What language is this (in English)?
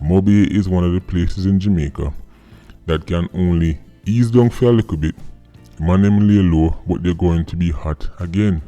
Jamaican Creole English